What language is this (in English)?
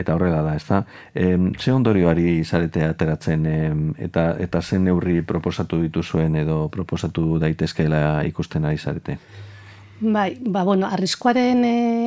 Basque